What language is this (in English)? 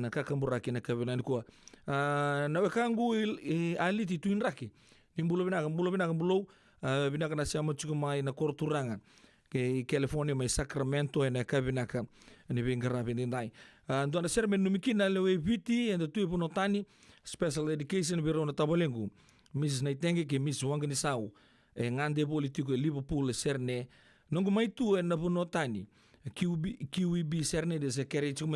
Fijian